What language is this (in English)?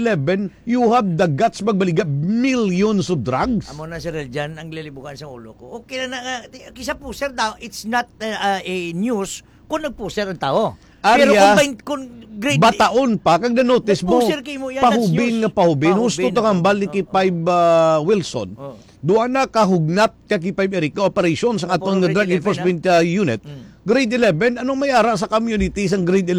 Hiligaynon